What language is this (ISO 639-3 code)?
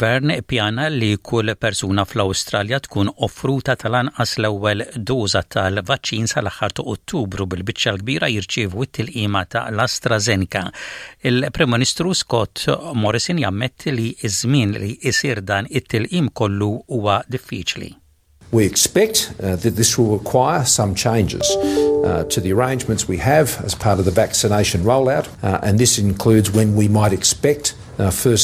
mlt